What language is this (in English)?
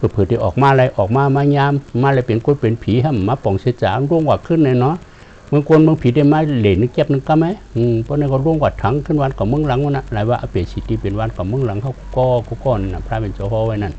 Shan